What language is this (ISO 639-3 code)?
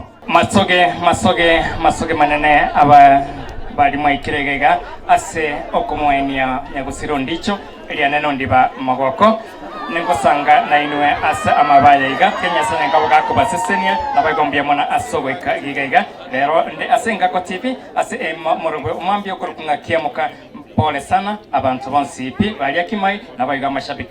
guz